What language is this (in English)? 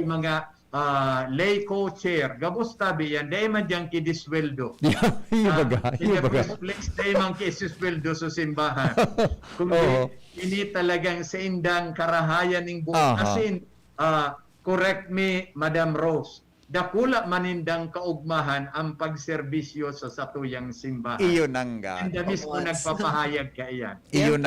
Bikol